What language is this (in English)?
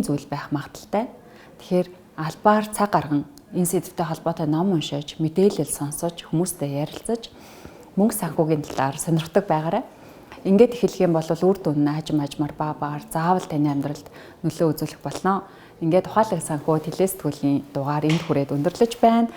Mongolian